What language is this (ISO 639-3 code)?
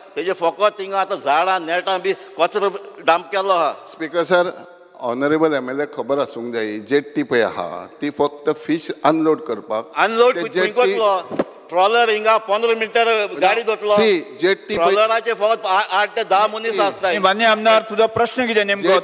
kok